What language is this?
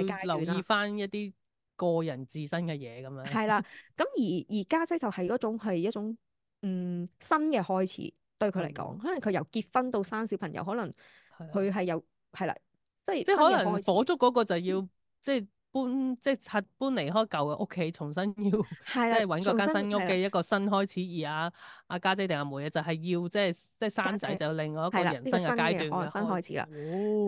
Cantonese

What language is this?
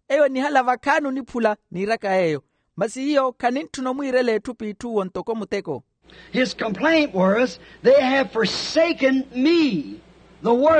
Makhuwa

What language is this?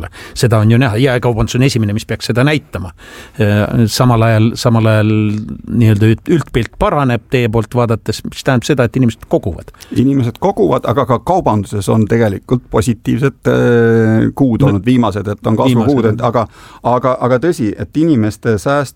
Estonian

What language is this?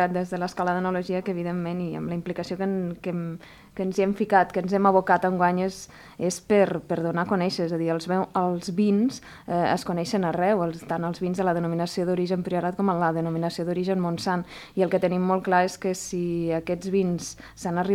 Catalan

